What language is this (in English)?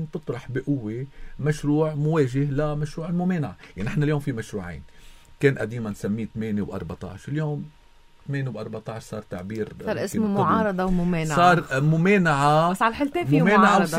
North Levantine Arabic